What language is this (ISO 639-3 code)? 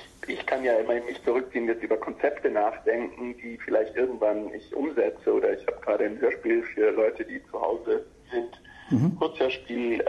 deu